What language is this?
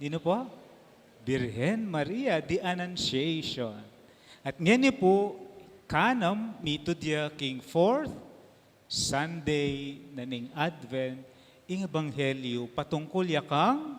Pampanga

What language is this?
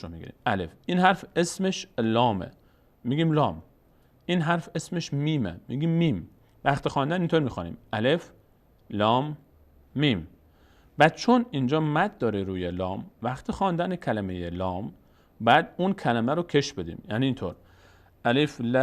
Persian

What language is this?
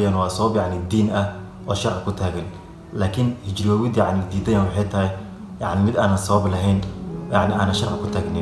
Somali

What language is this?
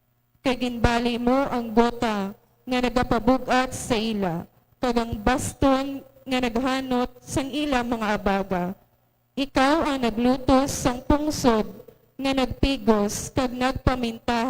Hiligaynon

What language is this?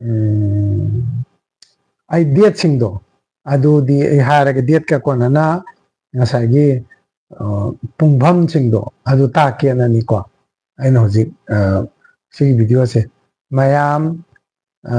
Manipuri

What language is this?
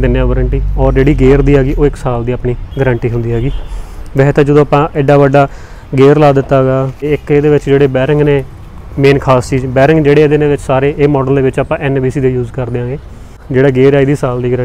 Punjabi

